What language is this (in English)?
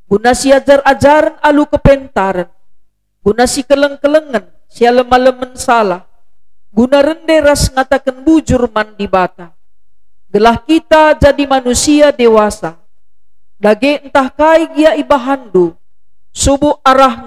Batak Karo